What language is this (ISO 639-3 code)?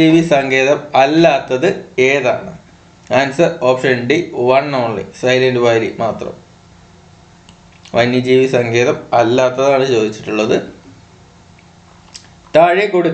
mal